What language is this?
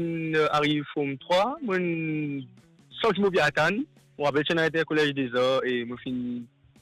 Morisyen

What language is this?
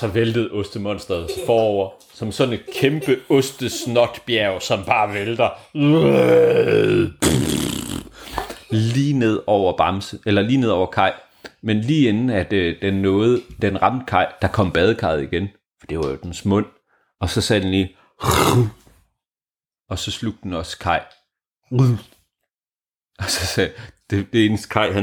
Danish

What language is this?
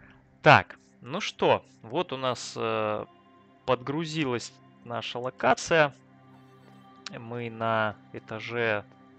Russian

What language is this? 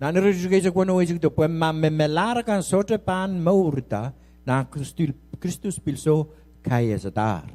Pohnpeian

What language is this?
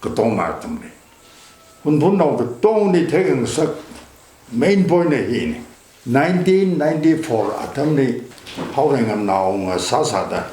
Tangkhul Naga (India)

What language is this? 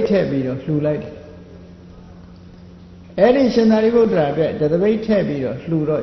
Burmese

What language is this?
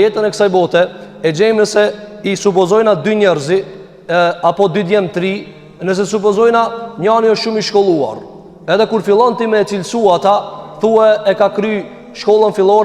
Albanian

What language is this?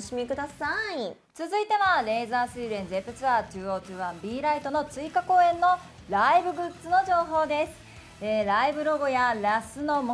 Japanese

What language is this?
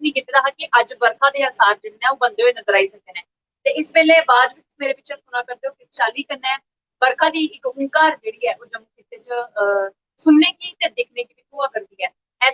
Dogri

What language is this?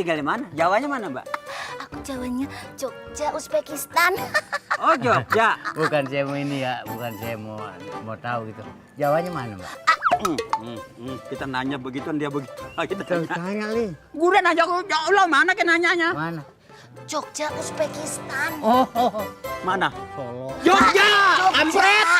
Betawi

